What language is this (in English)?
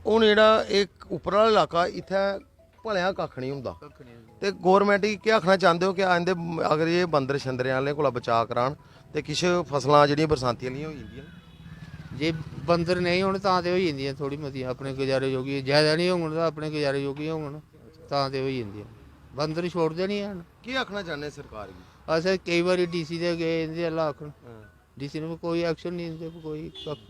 Dogri